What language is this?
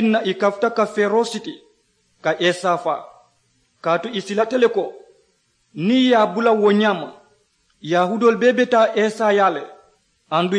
Mandingo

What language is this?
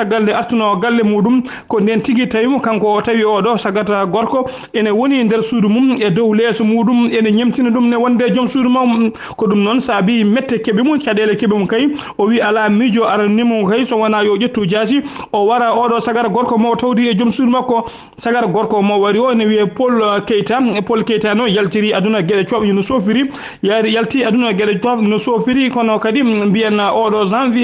Fula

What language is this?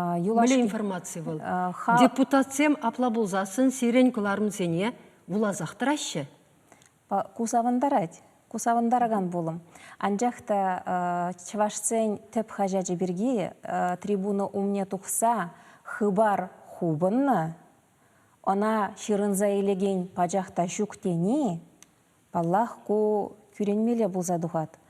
Chuvash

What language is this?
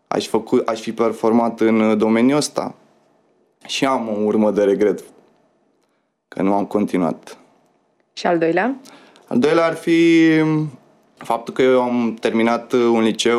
Romanian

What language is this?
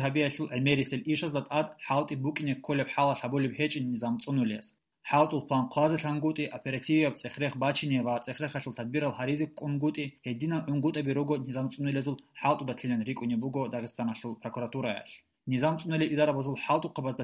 Avaric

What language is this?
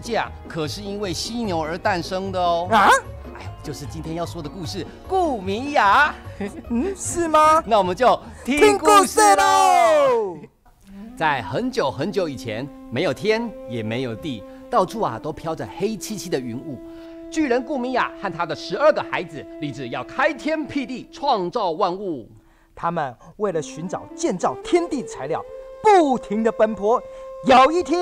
Chinese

